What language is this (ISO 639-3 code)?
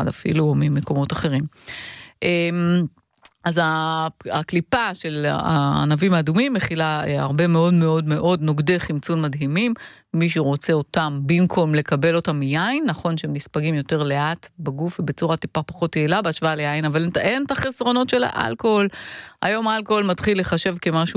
heb